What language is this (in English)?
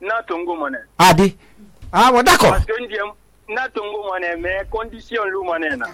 Susu